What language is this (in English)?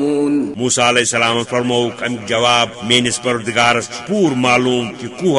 Kashmiri